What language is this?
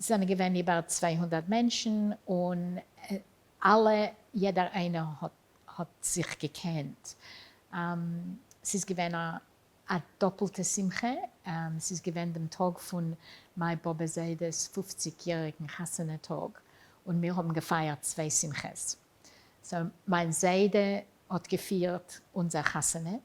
Yiddish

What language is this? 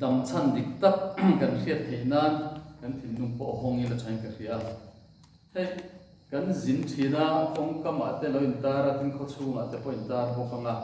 Mizo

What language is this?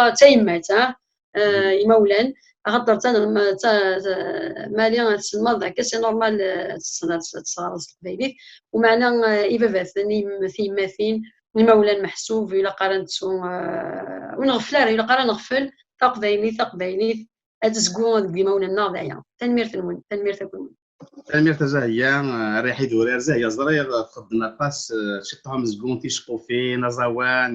Kabyle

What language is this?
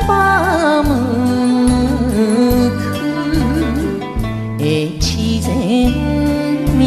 Japanese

